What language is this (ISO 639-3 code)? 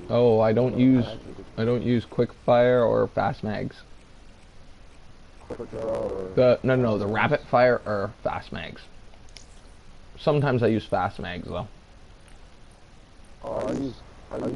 eng